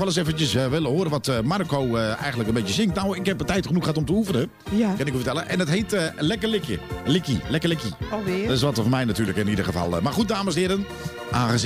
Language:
Dutch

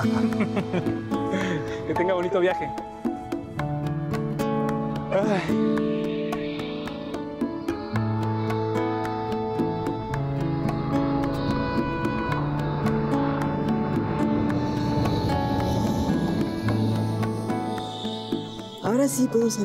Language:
Spanish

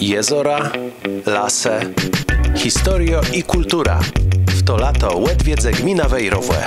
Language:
Kashubian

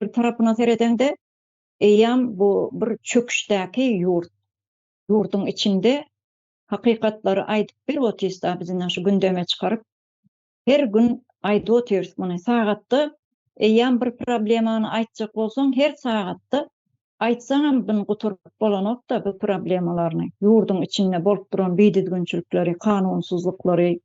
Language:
Turkmen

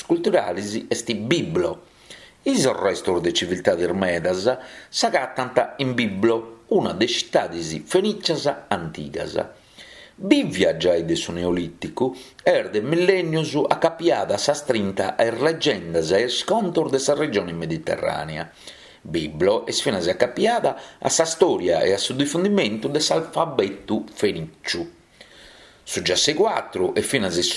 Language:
Sardinian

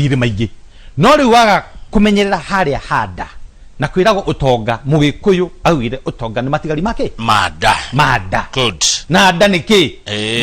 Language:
Kikuyu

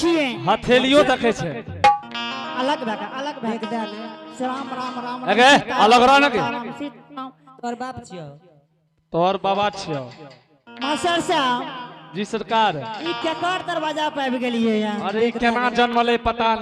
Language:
Angika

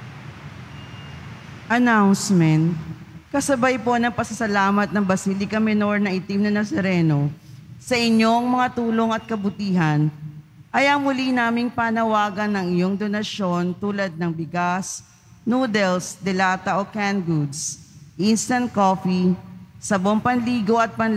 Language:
Filipino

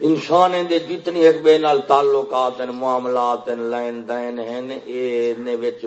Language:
Saraiki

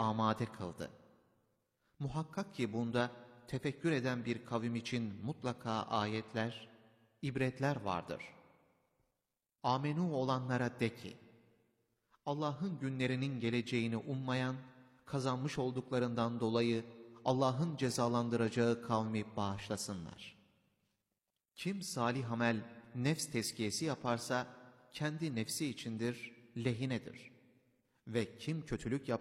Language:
Turkish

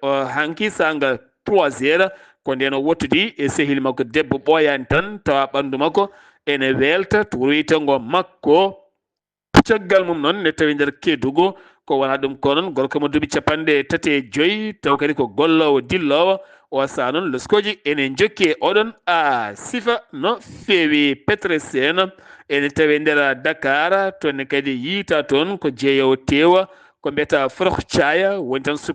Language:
Fula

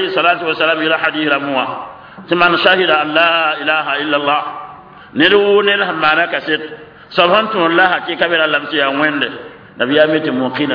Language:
Mossi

